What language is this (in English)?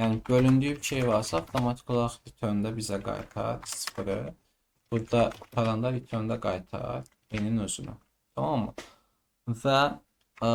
Azerbaijani